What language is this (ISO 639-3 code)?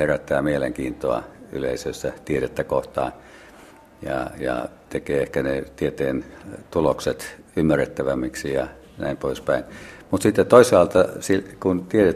fin